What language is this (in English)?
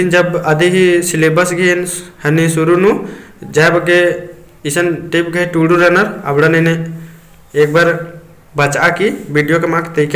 Kurukh